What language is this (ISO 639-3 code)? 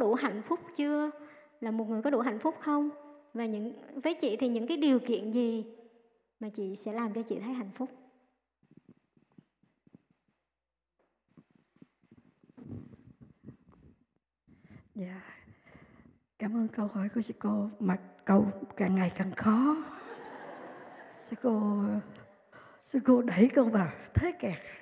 vie